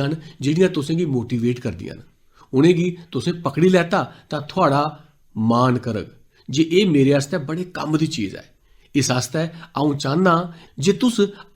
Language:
Dogri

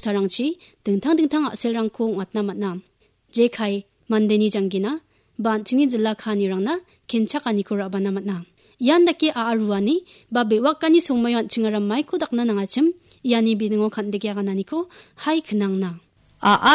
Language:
Garo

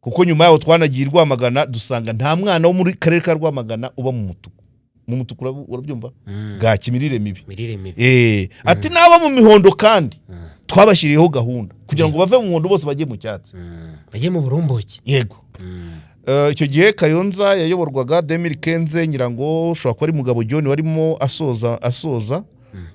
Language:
Kinyarwanda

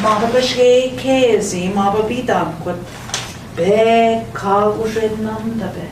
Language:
Central Ojibwa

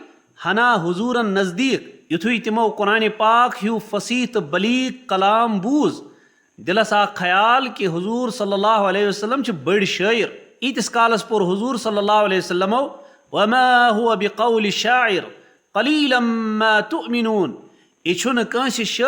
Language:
Kashmiri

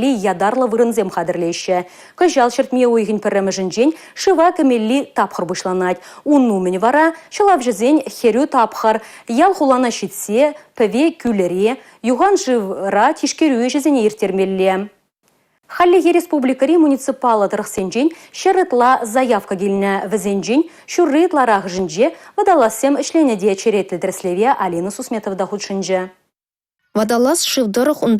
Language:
Chuvash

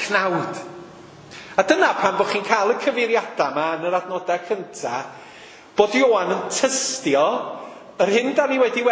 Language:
Welsh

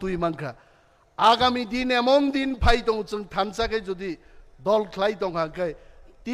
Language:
Kok Borok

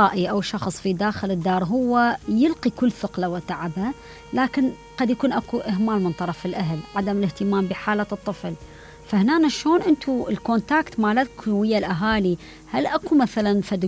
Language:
Mesopotamian Arabic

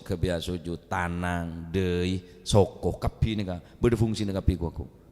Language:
Madurese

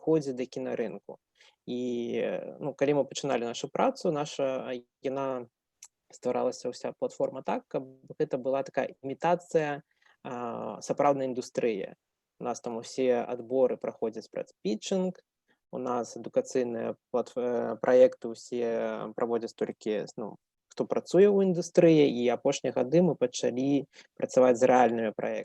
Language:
Belarusian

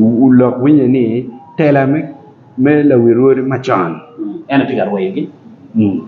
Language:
Acoli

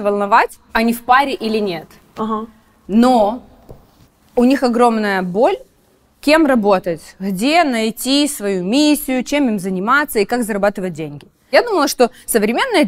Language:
Russian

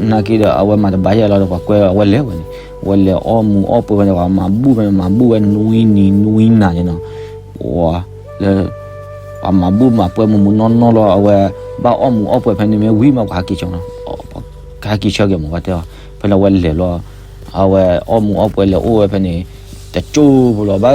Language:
S'gaw Karen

